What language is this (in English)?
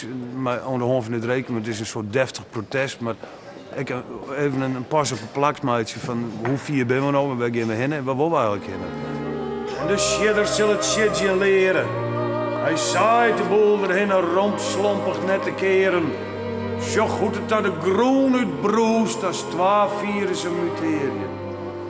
Western Frisian